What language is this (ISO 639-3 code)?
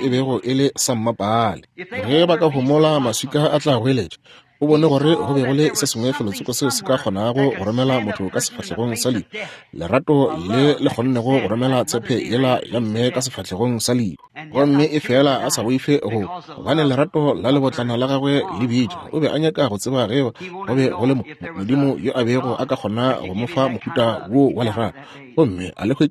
nso